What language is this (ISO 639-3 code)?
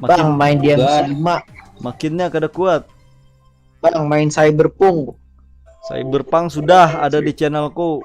bjn